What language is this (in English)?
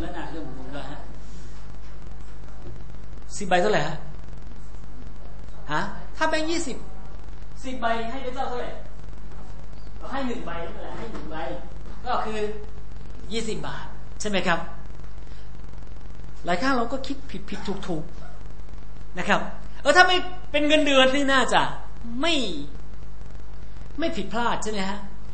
Thai